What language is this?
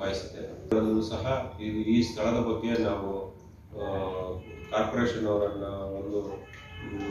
Kannada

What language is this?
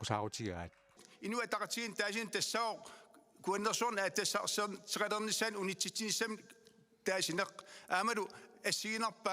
Kalaallisut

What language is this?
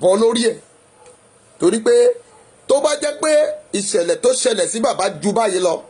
Yoruba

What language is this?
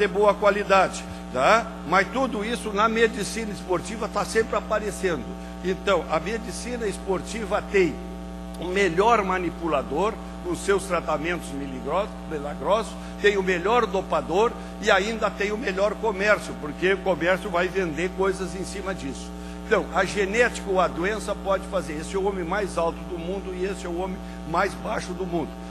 Portuguese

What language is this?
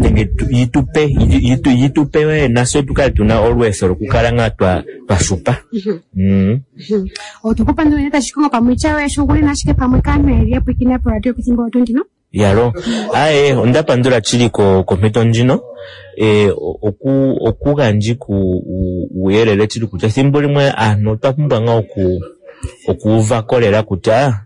Kuanyama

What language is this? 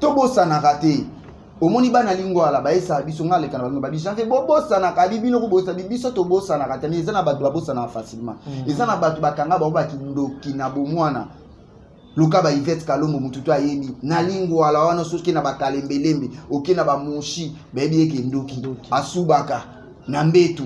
Lingala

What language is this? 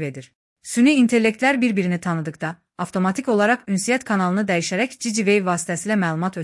Azerbaijani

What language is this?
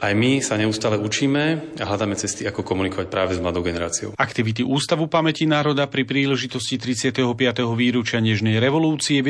Slovak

